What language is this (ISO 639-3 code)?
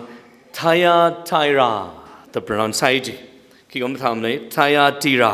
nmf